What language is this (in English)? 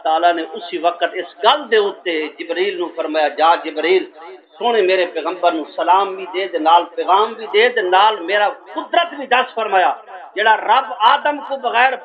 Saraiki